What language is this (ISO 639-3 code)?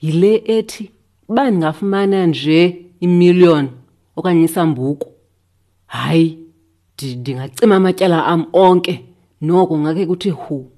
xho